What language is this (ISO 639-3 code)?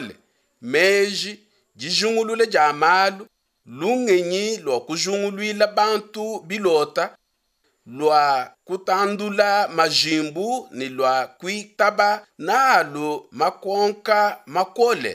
lua